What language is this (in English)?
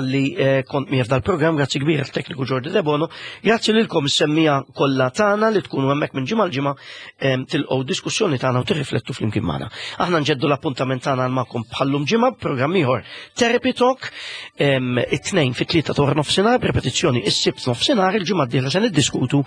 Maltese